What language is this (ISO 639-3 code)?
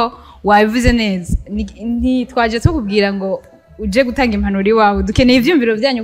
run